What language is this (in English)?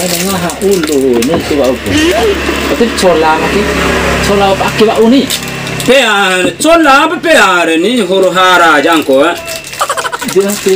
Bima